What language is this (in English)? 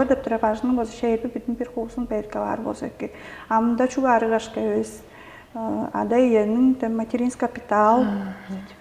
Tuvinian